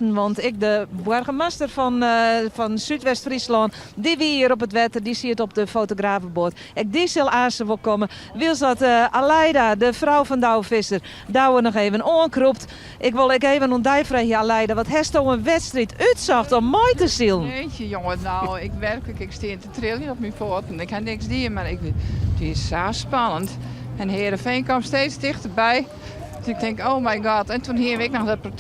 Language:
Western Frisian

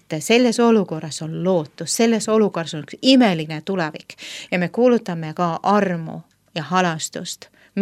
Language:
Estonian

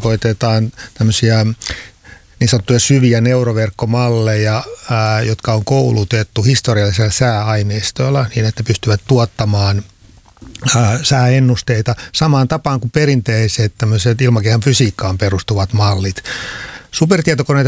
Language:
Finnish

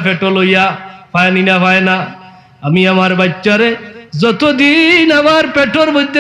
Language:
Sylheti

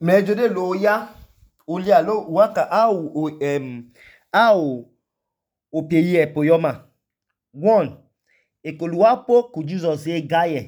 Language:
Idoma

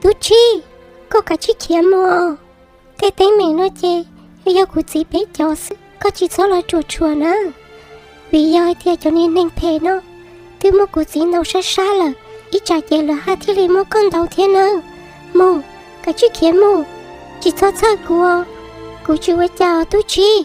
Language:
Hmong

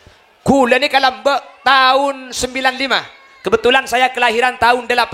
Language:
Madurese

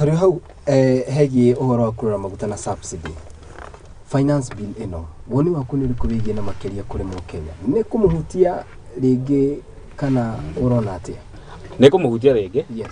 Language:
Kikuyu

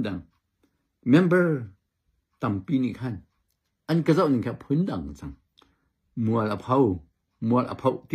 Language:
Hakha Chin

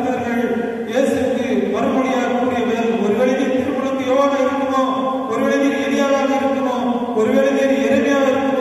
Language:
Tamil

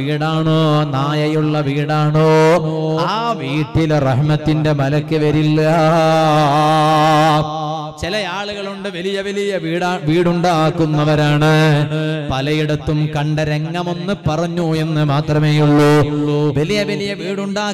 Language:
Malayalam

